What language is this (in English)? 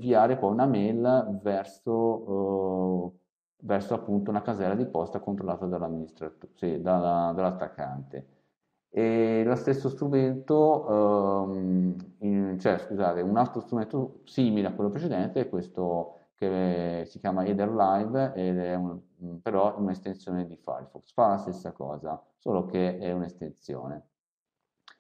Italian